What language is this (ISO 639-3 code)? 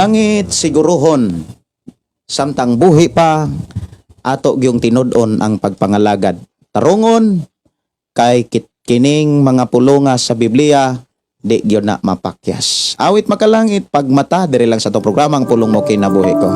ceb